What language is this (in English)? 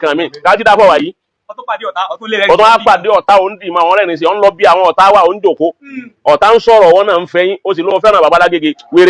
Yoruba